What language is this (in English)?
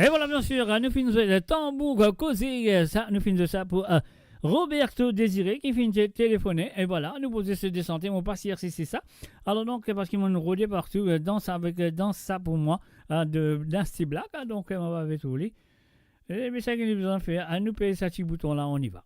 Morisyen